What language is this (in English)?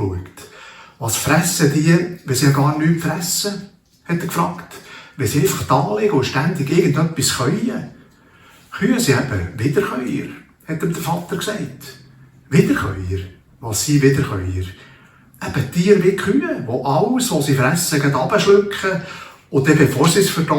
Swiss German